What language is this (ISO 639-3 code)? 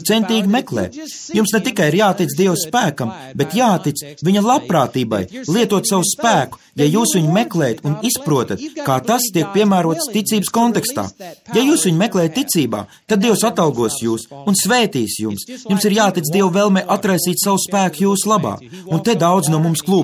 lav